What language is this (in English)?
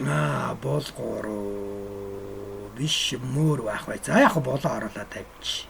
Mongolian